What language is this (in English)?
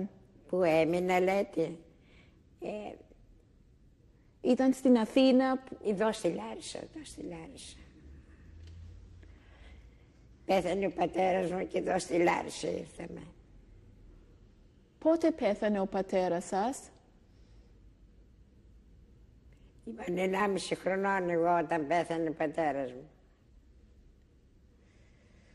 Greek